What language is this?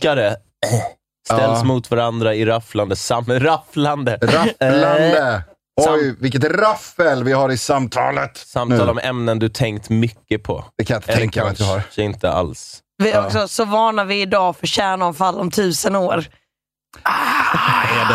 Swedish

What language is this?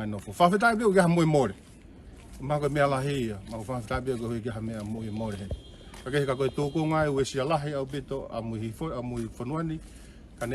Tongan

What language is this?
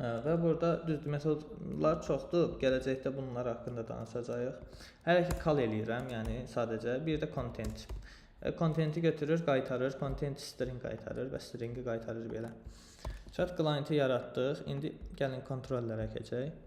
Azerbaijani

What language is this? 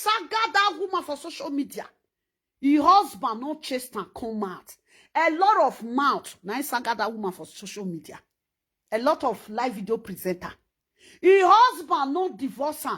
Nigerian Pidgin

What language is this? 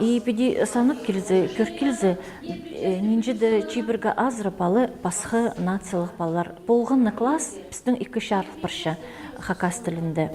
Khakas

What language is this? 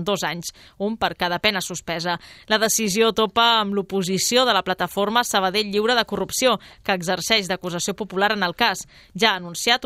Catalan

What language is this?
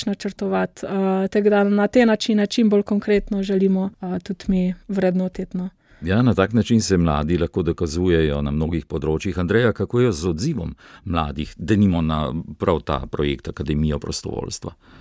Slovenian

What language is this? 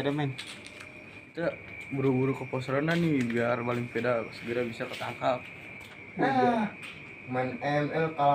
Betawi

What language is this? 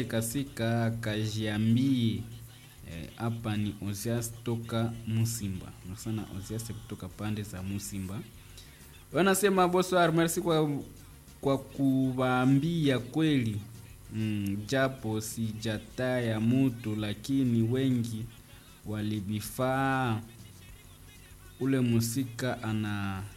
Swahili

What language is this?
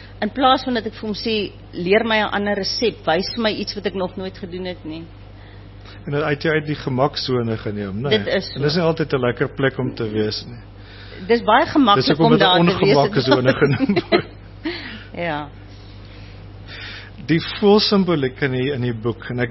Afrikaans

